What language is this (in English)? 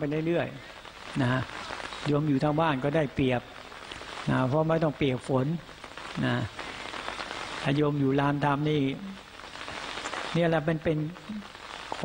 Thai